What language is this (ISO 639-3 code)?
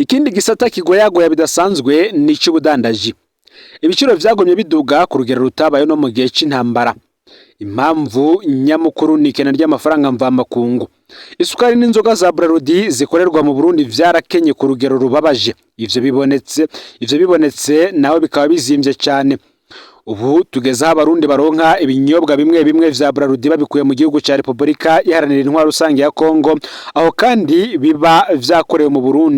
run